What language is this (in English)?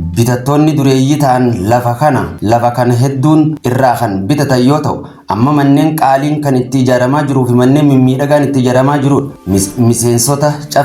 Oromo